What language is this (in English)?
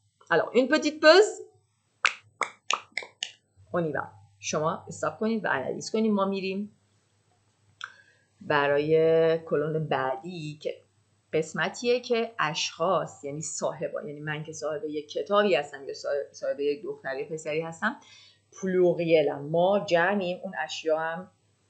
Persian